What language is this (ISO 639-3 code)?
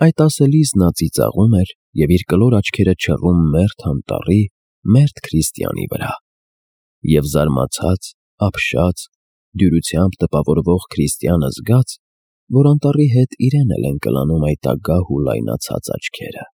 hye